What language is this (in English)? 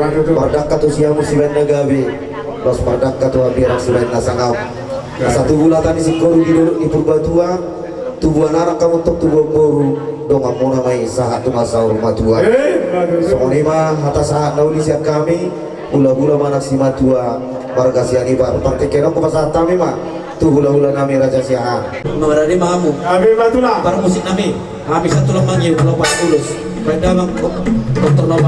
Batak Toba